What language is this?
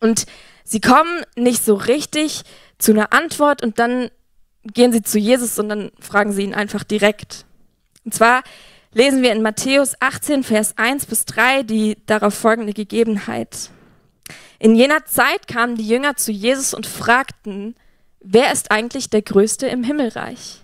Swiss German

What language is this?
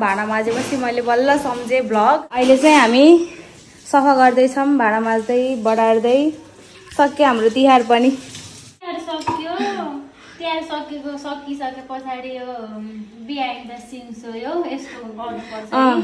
Nepali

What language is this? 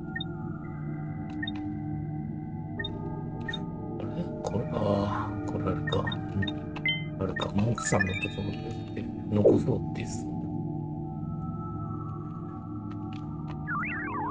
Japanese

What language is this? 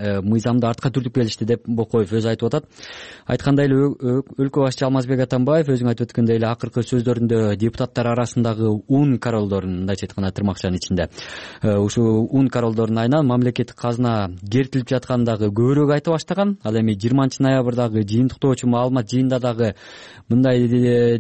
Kyrgyz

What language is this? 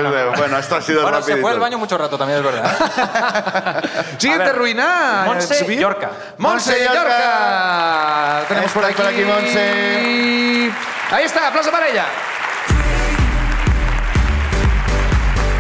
Spanish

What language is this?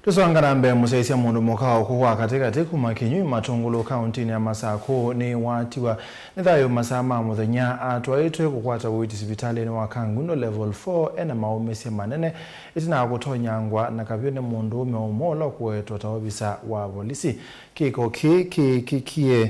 Kamba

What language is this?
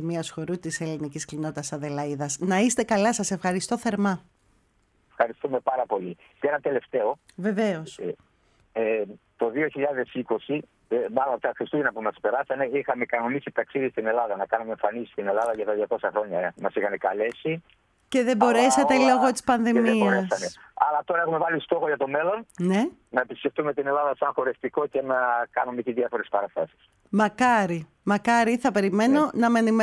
Greek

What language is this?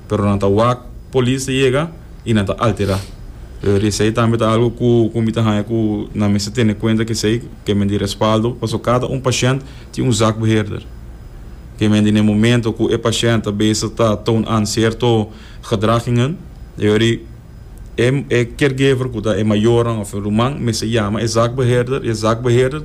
Papiamento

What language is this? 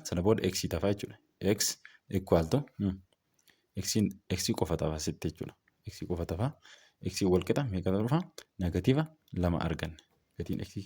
Oromo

